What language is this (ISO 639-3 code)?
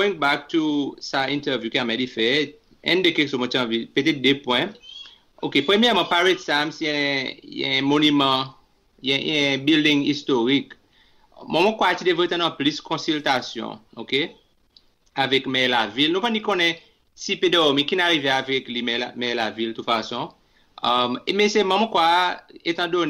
crs